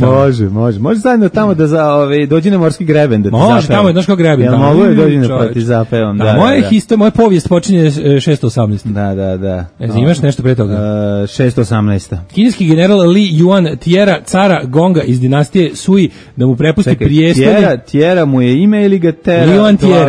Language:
Serbian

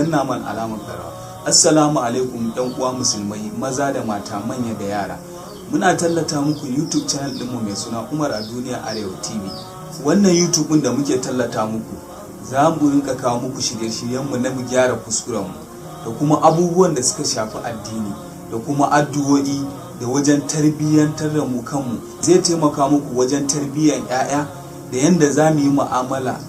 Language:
Hausa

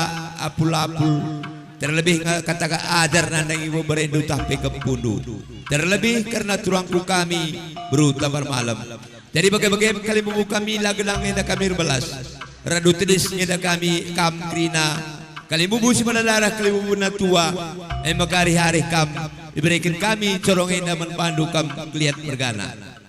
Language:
Batak Karo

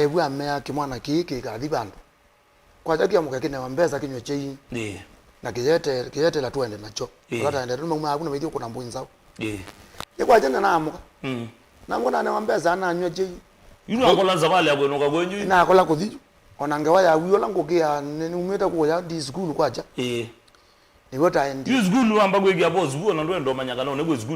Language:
Kamba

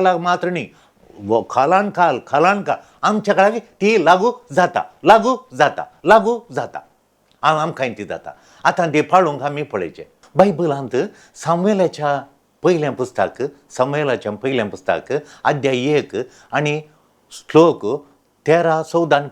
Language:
Konkani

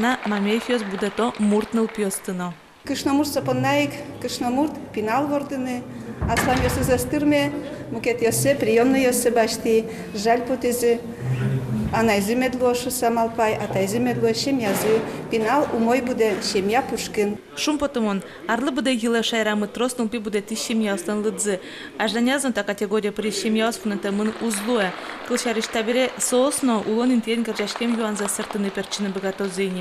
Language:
Udmurt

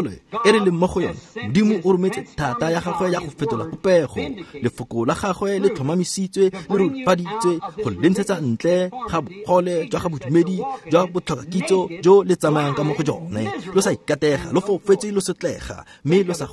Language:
Tswana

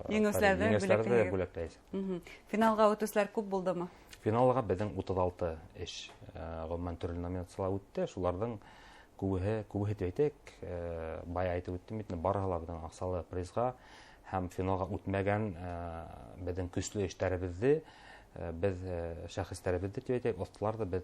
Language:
Bashkir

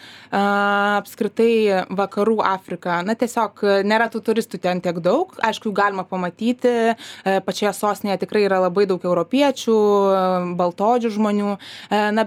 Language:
Lithuanian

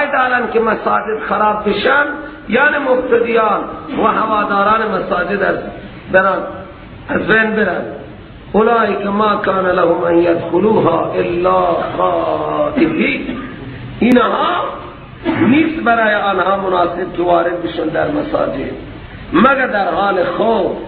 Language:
Persian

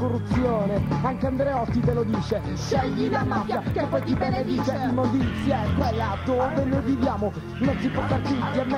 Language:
Italian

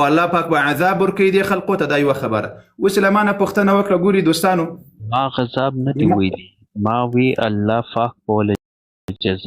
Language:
Pashto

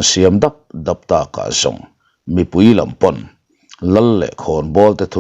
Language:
Mizo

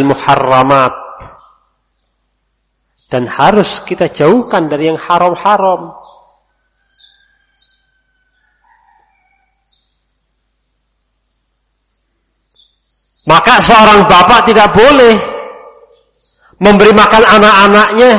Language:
Indonesian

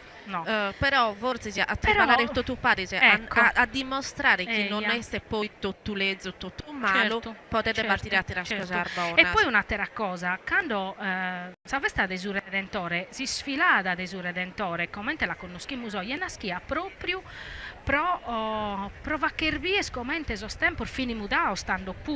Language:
Sardinian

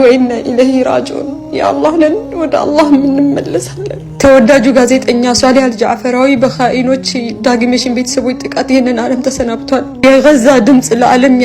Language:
Amharic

